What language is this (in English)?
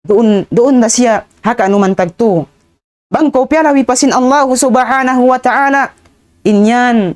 Tausug